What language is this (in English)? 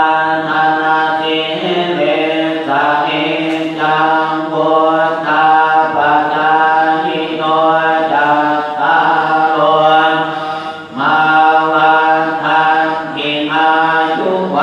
Pali